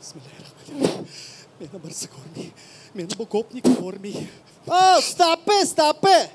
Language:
Crimean Tatar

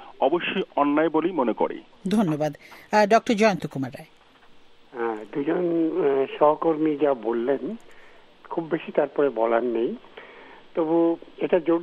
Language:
Bangla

